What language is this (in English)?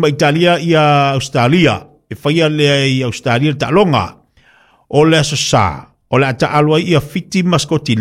Samoan